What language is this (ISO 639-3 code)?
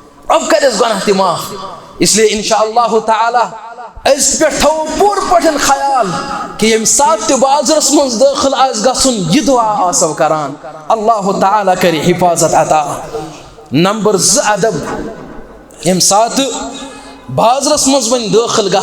kas